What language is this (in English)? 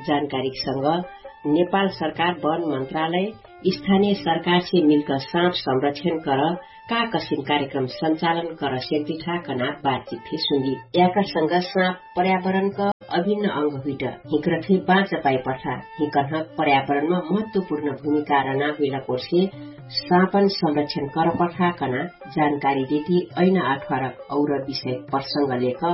Dangaura Tharu